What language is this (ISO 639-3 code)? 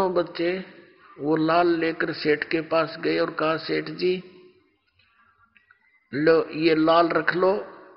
hin